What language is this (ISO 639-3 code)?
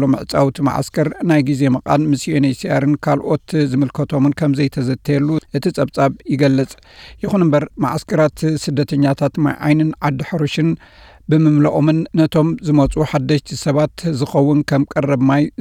tir